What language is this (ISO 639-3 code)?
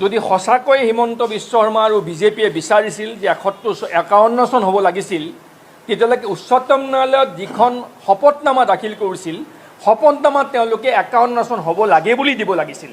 asm